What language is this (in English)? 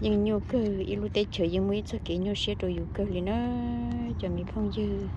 Hmong